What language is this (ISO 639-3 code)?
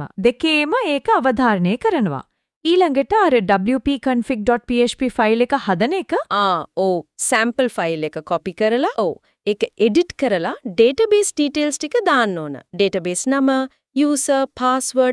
sin